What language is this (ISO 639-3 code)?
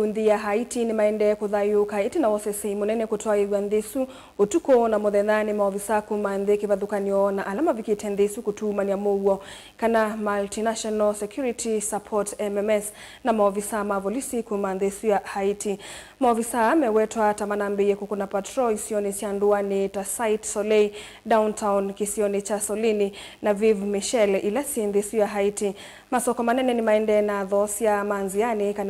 kam